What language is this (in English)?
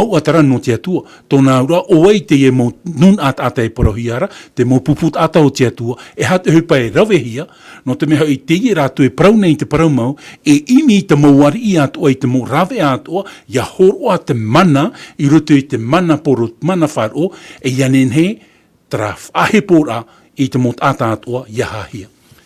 Tahitian